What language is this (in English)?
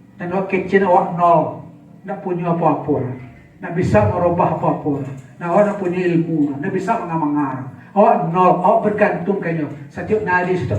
Minangkabau